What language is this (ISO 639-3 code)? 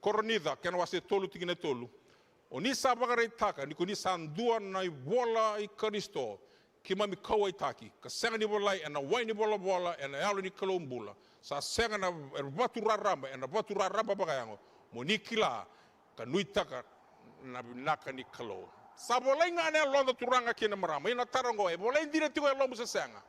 fij